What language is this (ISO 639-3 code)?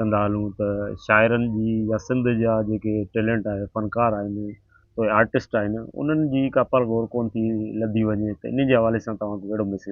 snd